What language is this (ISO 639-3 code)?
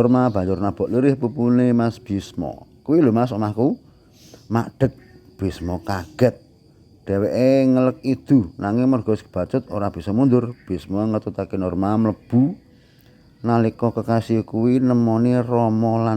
jav